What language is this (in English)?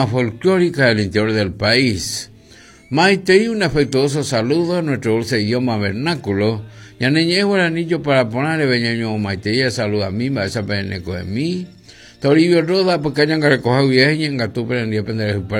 Guarani